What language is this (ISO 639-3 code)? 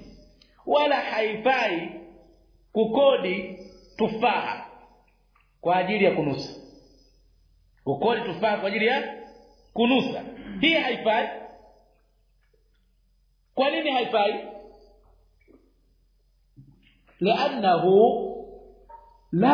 swa